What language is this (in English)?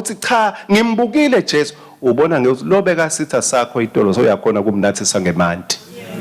Swati